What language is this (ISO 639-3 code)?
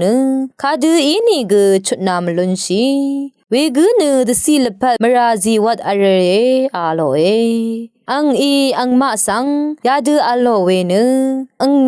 raw